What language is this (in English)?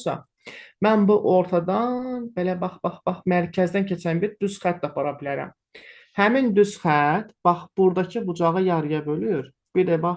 Azerbaijani